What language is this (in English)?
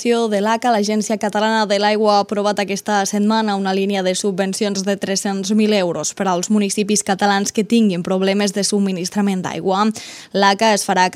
Catalan